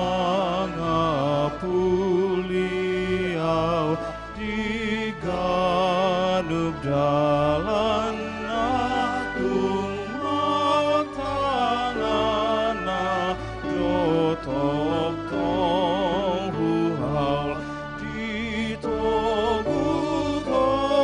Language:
Batak Toba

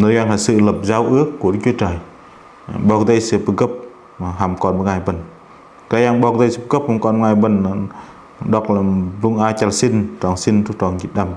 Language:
Bahnar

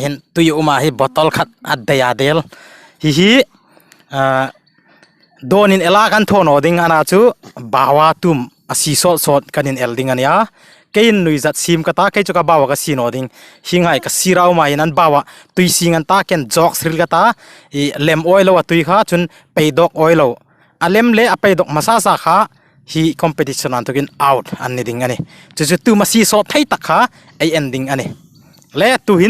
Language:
Hmar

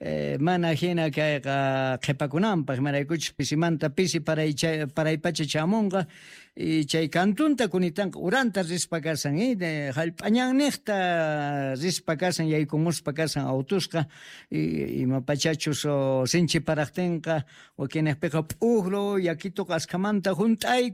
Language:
Quechua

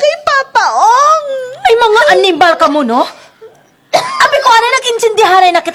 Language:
Kinaray-a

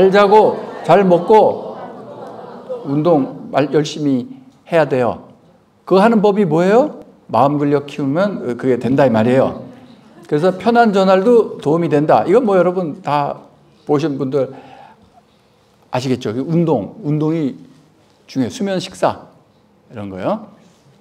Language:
Korean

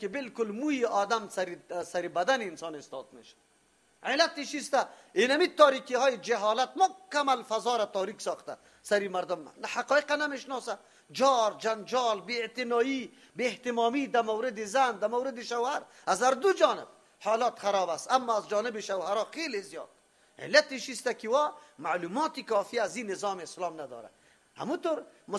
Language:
Persian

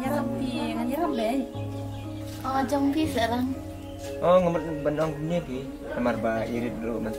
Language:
Khasi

